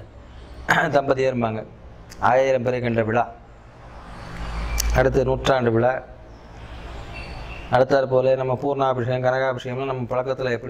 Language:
Tamil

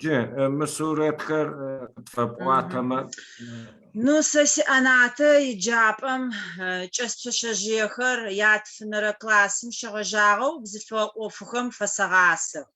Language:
Adyghe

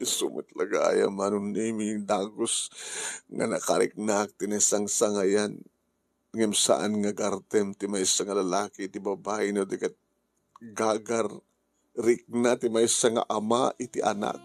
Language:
Iloko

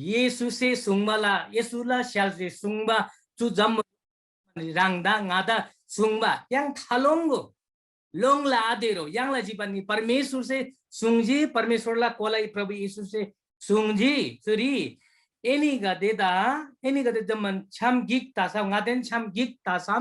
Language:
Eastern Tamang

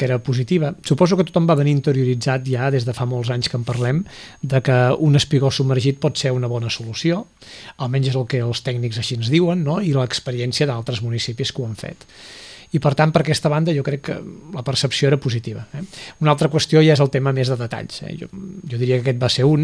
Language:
Catalan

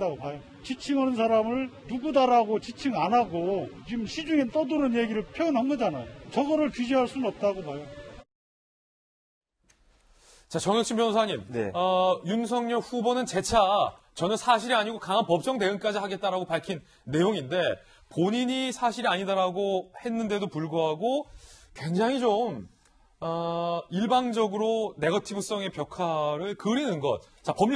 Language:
Korean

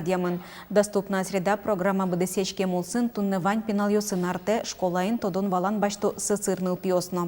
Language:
Udmurt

